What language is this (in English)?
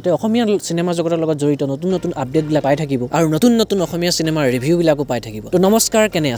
Assamese